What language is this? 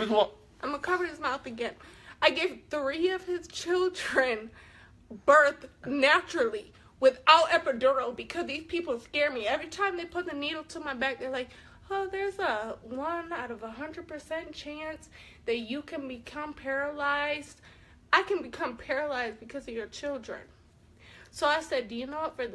Dinka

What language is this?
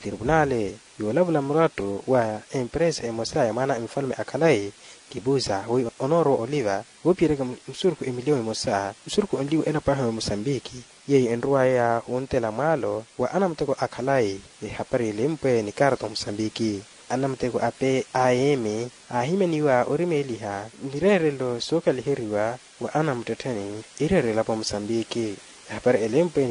Makhuwa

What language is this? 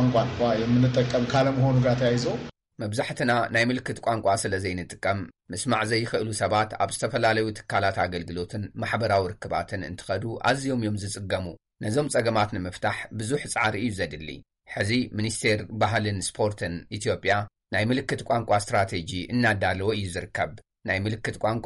Tigrinya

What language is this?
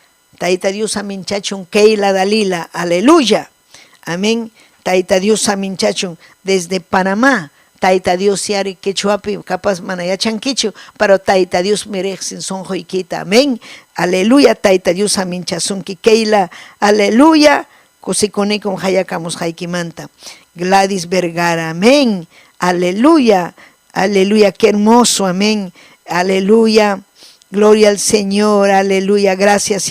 Ayacucho Quechua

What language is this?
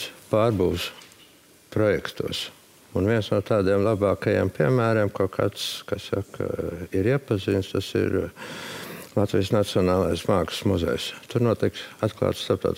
Latvian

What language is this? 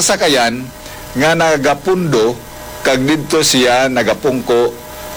Hiligaynon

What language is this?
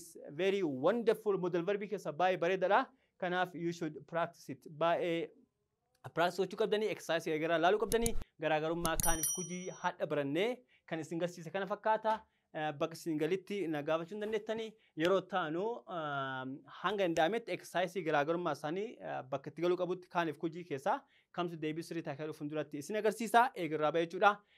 Oromo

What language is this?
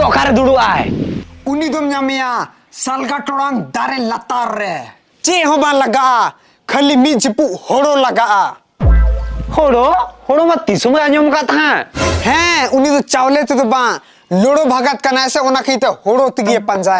Santali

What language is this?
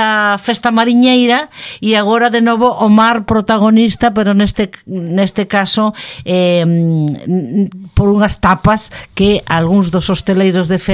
Galician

